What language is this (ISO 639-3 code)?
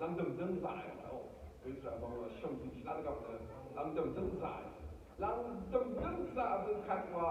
raw